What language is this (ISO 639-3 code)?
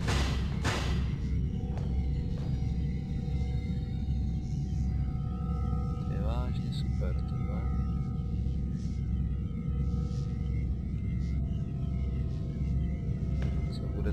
ces